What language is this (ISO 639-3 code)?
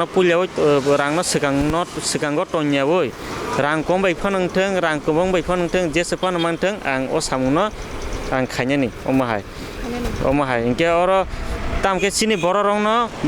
trp